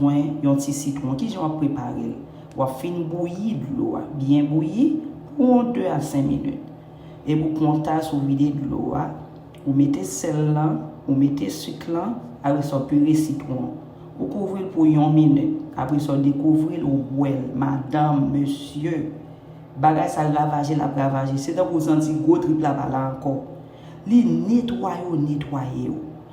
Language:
Haitian Creole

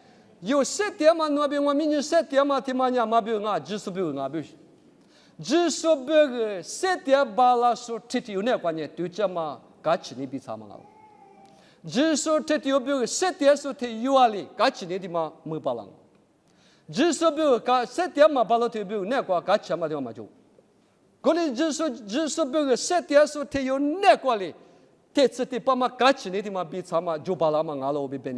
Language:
Lisu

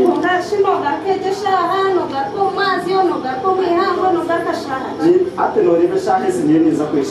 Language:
Nyankole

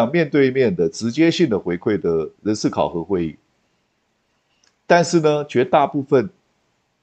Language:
Chinese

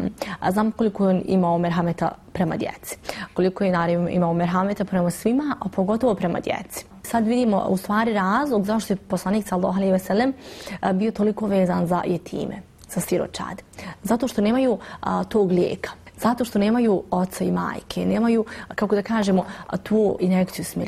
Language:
Bosnian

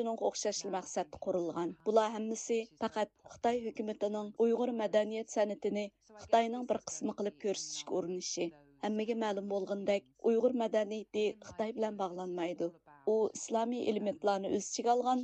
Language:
Uyghur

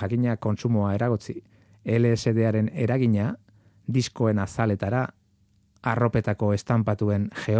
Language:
Basque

